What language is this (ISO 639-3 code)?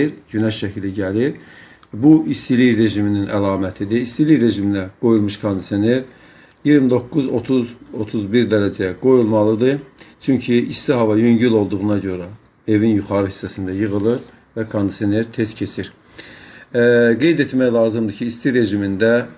aze